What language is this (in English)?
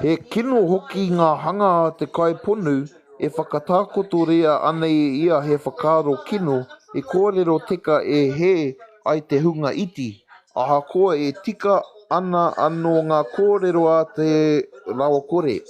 Māori